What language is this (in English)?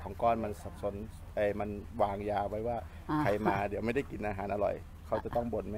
Thai